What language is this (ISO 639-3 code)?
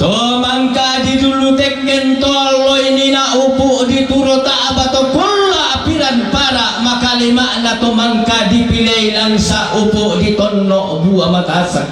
sda